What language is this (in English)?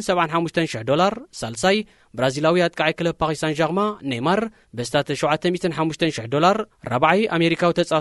Tigrinya